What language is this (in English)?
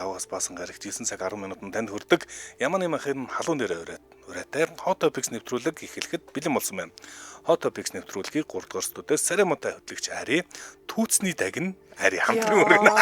Mongolian